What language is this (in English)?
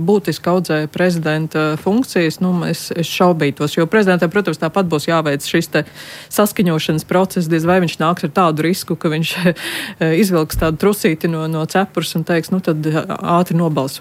Latvian